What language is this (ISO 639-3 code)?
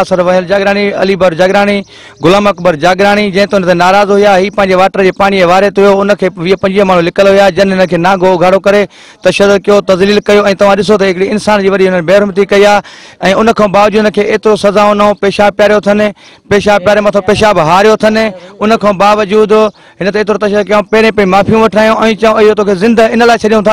snd